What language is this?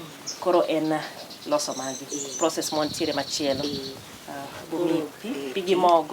Luo (Kenya and Tanzania)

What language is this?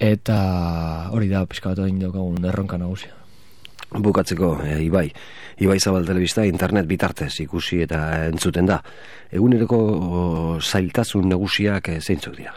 Basque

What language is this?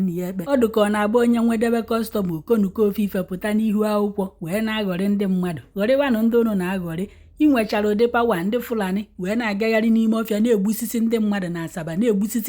Igbo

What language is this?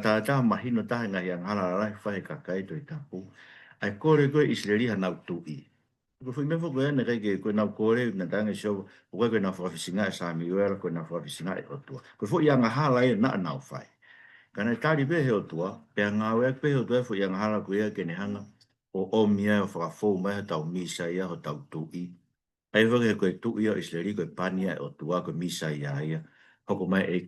Tongan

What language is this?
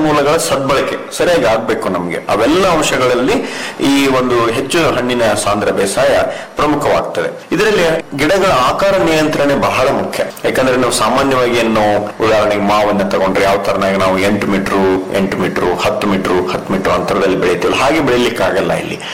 Kannada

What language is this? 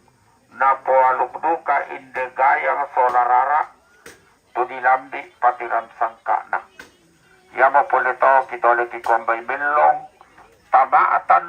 Toraja-Sa'dan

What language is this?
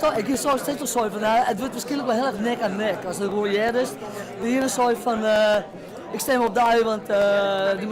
Western Frisian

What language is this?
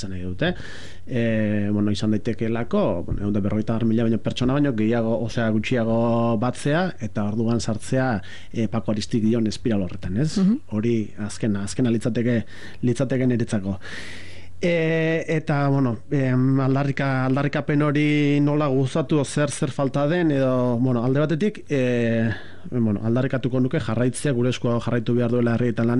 Basque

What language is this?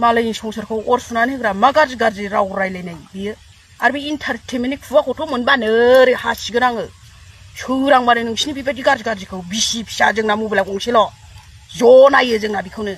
Bodo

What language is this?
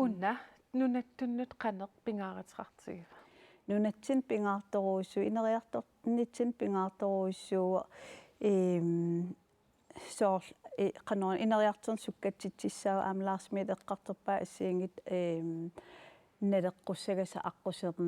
Kalaallisut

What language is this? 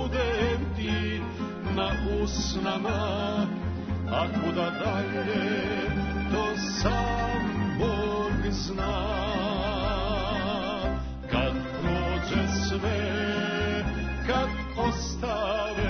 Serbian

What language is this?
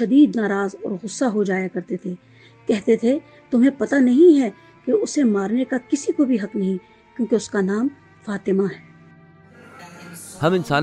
Urdu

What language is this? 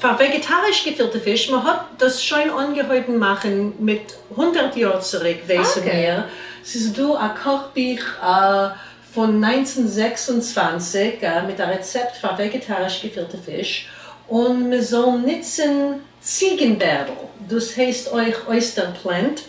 Yiddish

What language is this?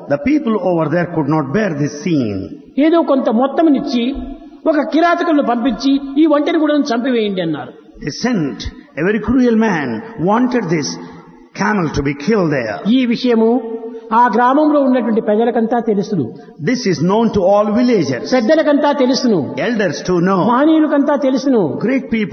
Telugu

